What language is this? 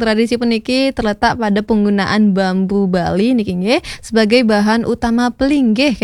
Balinese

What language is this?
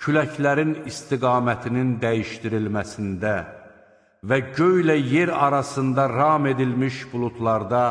Azerbaijani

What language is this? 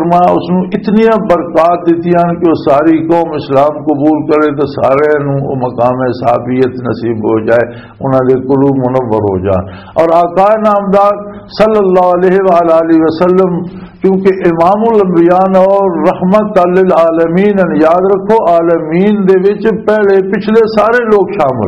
Western Panjabi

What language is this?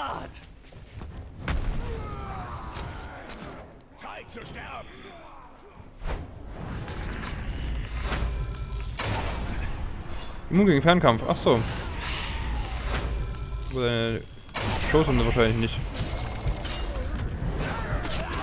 German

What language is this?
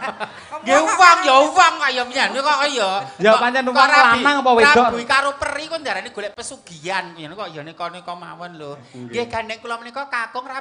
Javanese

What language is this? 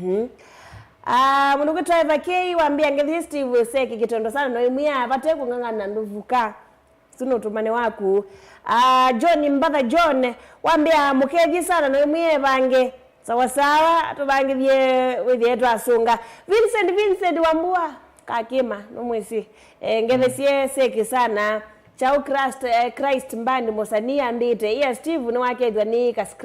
Kamba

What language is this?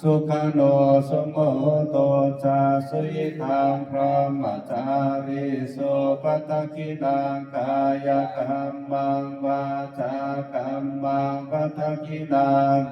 Pali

